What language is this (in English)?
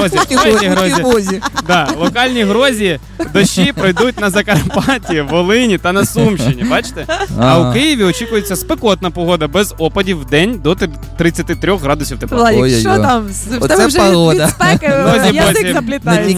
Ukrainian